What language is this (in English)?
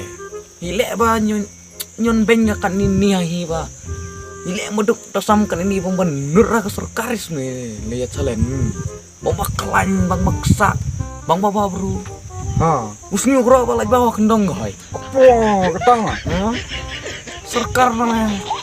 Khasi